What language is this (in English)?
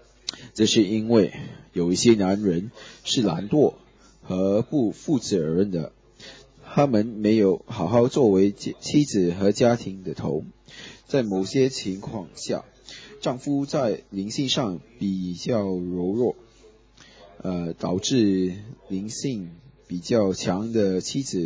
Chinese